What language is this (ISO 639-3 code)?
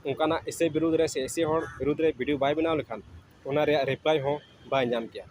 sat